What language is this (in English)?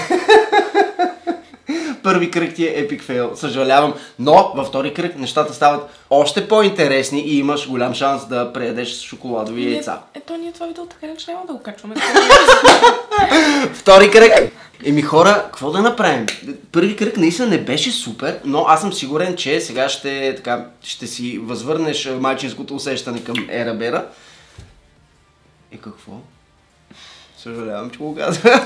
Bulgarian